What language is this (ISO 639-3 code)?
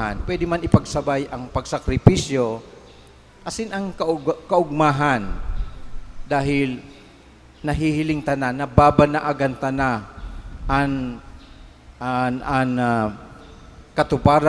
bik